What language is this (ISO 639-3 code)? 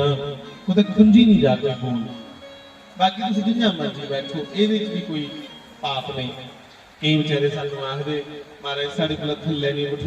doi